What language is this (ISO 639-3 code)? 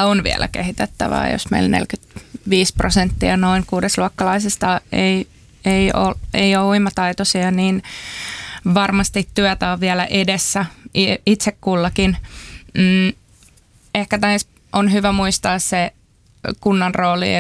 fin